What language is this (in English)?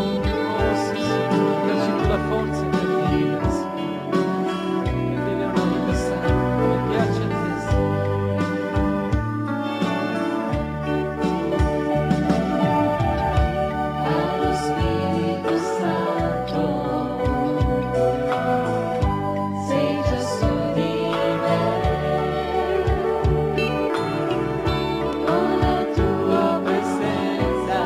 Italian